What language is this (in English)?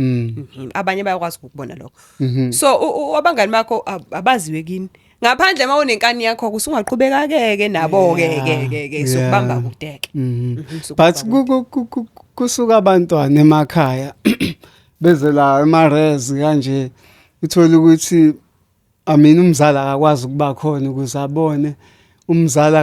Zulu